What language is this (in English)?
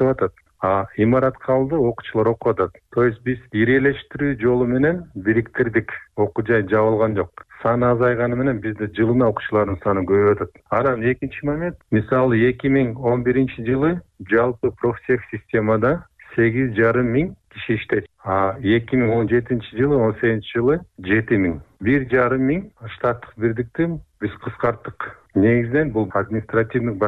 Kyrgyz